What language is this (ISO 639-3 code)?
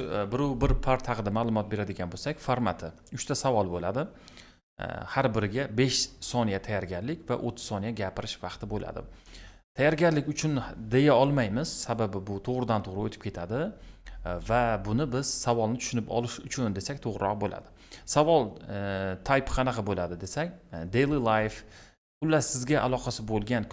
uzb